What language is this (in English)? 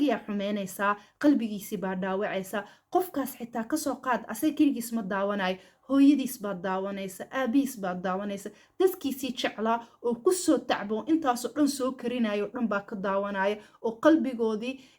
Somali